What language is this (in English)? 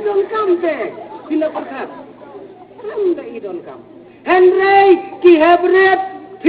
Khasi